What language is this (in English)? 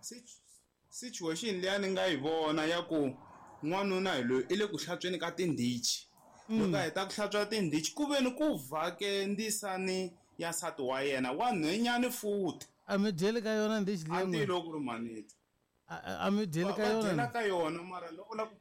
Tsonga